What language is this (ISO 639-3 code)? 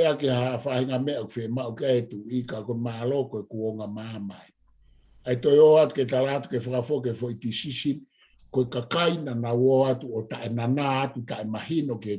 ton